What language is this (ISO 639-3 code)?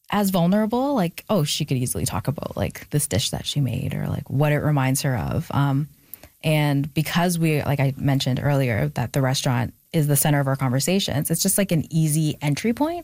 eng